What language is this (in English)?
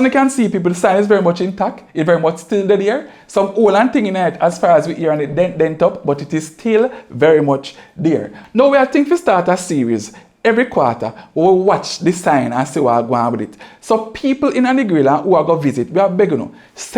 Jamaican Creole English